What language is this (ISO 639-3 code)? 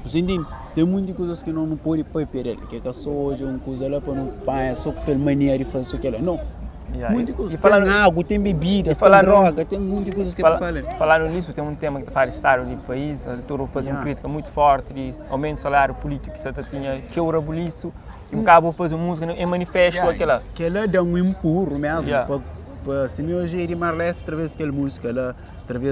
kea